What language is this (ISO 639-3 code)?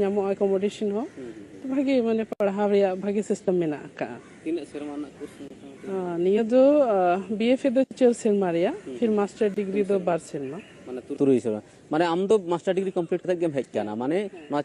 sat